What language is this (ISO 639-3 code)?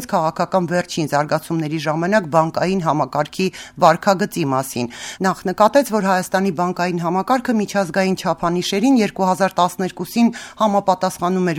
hye